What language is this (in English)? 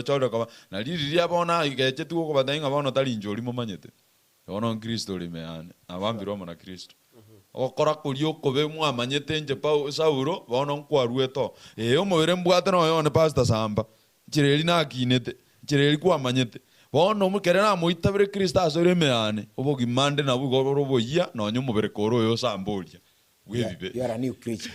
Gusii